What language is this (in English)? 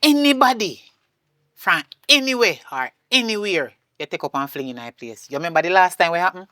Jamaican Creole English